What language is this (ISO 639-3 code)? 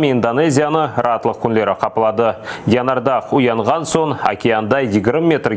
crh